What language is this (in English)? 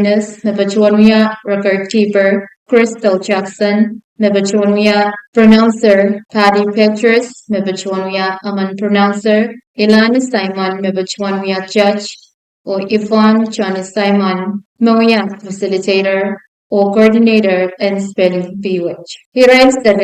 Pohnpeian